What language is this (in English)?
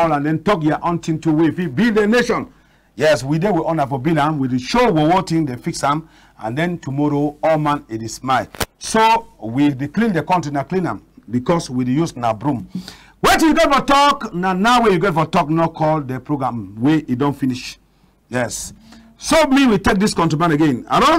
Cameroon Pidgin